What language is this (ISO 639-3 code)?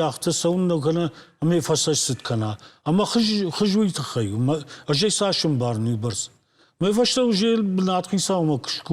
oss